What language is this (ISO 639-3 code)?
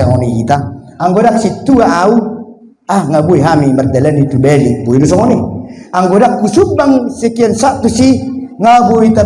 bbc